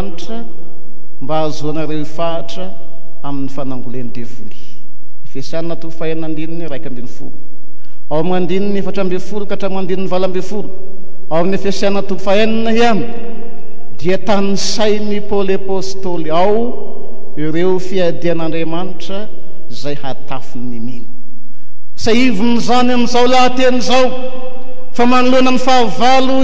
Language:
Malagasy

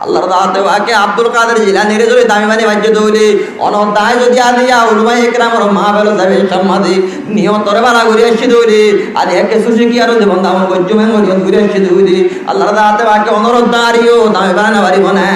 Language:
Rohingya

